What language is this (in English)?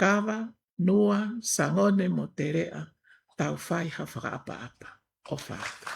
Tongan